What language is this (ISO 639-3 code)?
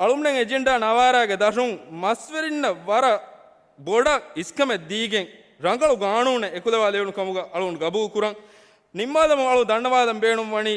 div